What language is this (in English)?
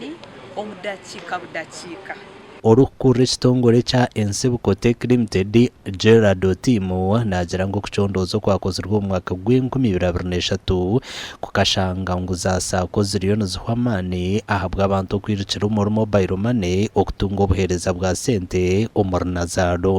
Nyankole